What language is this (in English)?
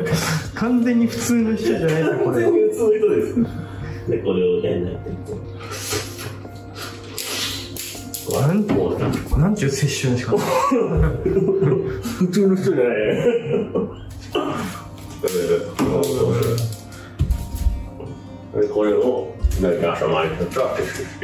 Japanese